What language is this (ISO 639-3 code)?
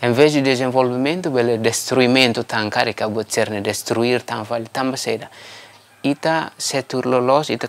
tet